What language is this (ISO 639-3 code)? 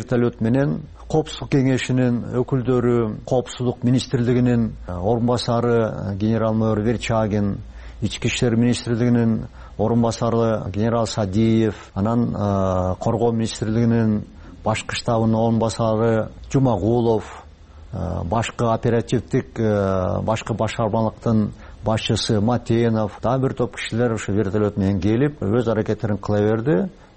kir